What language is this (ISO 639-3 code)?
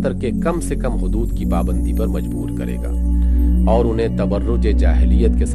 urd